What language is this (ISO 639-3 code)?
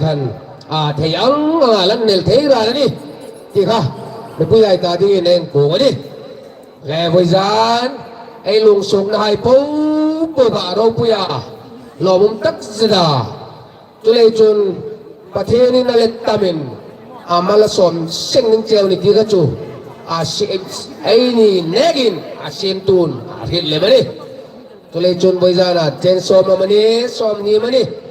hmr